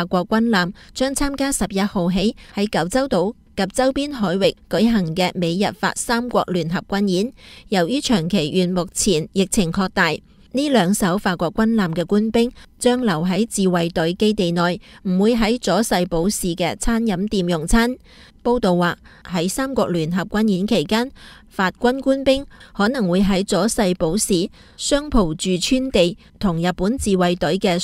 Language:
Cantonese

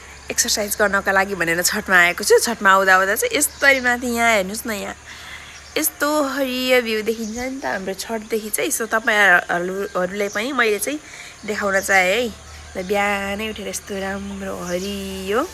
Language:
Nepali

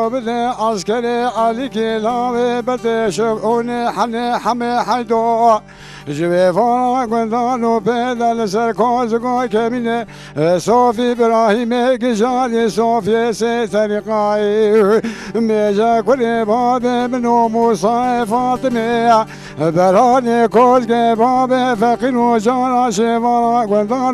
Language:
Kurdish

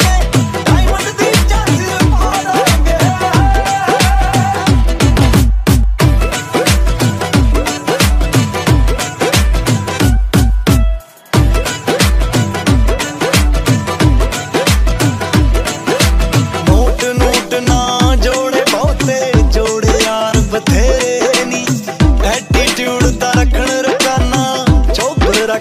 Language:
Punjabi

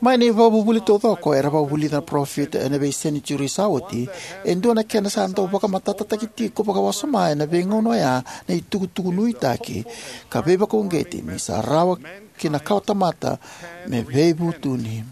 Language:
Fijian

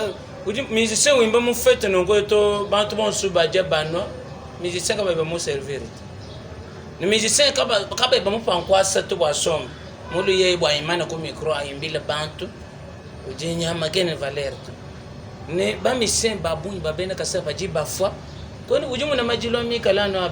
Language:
Luba-Lulua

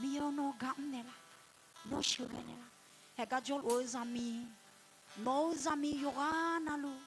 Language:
Akha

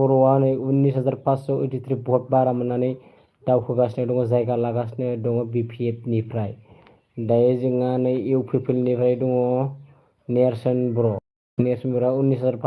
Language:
Bodo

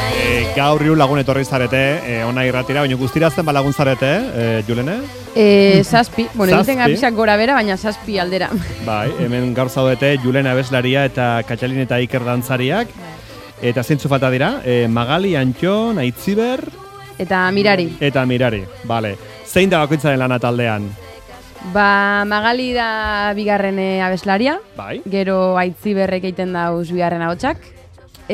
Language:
Basque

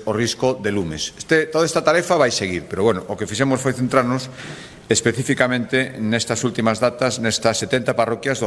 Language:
Galician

